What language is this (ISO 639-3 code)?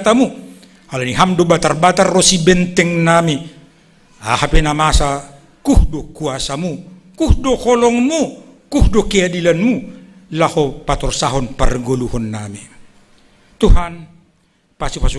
bts